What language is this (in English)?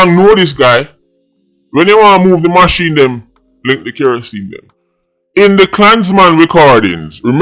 Jamaican Creole English